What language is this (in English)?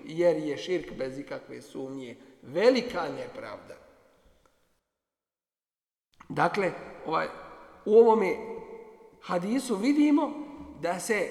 Bosnian